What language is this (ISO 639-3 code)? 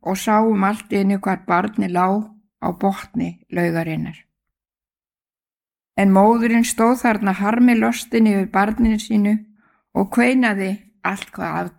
isl